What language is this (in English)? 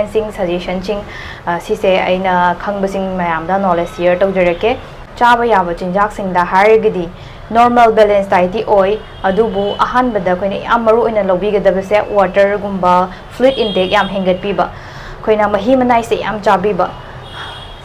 Manipuri